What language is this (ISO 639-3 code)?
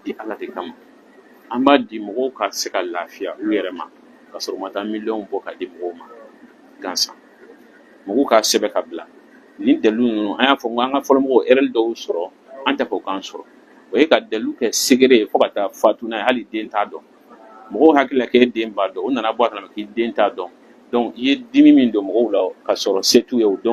bam